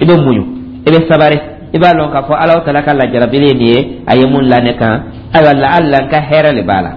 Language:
Dyula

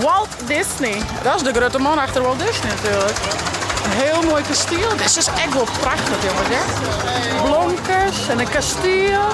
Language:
Western Frisian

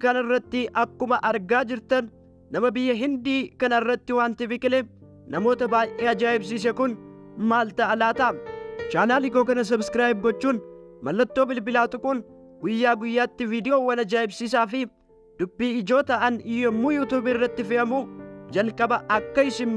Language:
Oromo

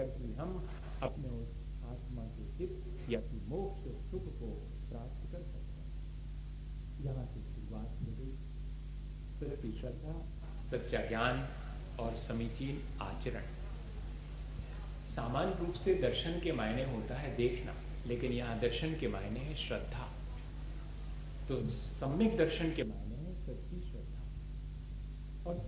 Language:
Hindi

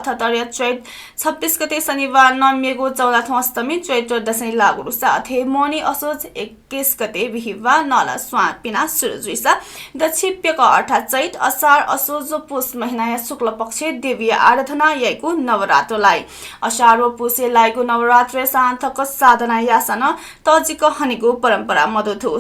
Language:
Newari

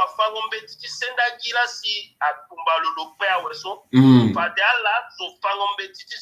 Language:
Sango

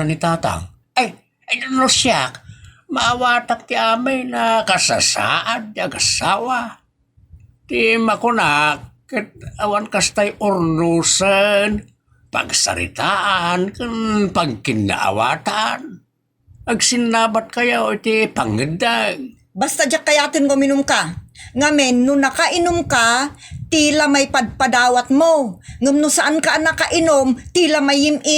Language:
Iloko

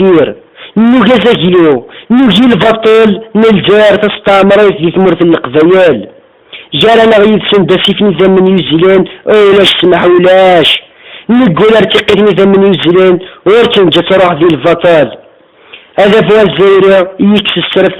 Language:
Kabyle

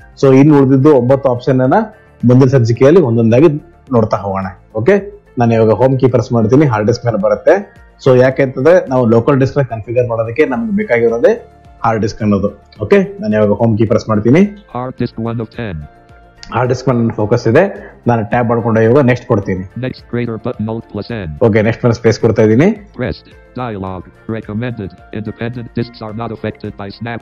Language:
Kannada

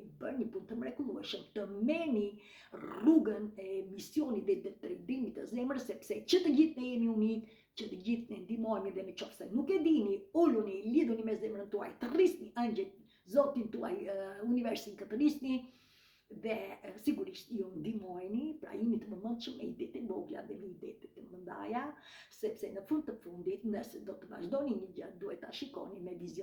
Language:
Albanian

